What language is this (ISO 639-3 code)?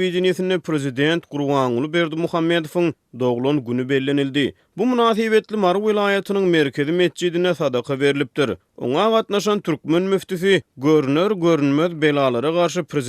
tuk